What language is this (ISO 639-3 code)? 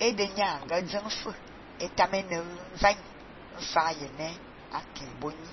fan